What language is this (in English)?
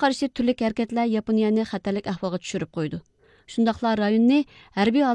Uyghur